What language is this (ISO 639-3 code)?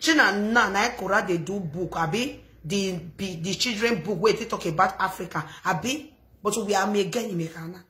pcm